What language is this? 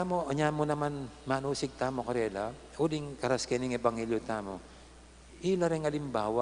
Pampanga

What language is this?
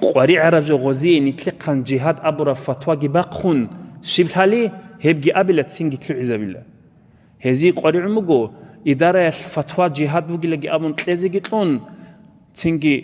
Avaric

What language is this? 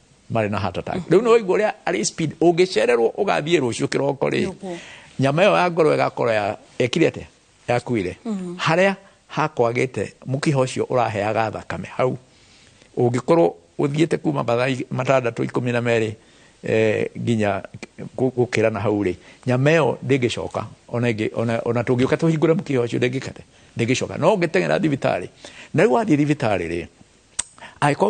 Kikuyu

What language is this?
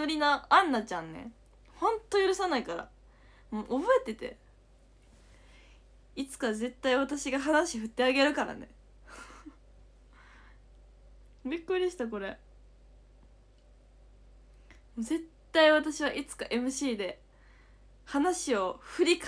Japanese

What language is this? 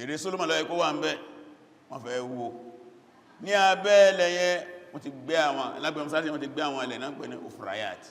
Yoruba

